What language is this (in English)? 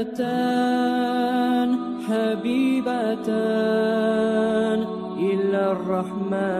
Kumyk